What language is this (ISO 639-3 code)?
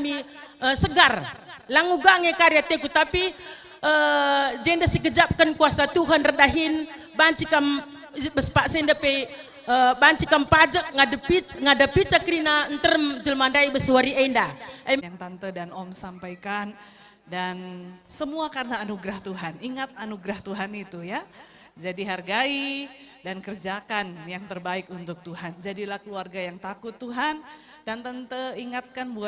btx